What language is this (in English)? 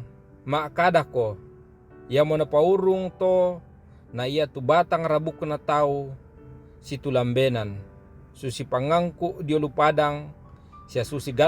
Toraja-Sa'dan